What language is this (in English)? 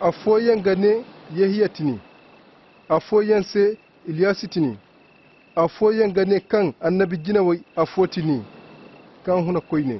Koyraboro Senni